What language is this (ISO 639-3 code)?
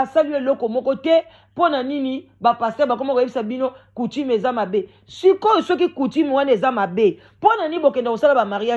lin